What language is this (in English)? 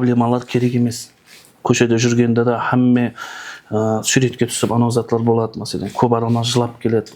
Kara-Kalpak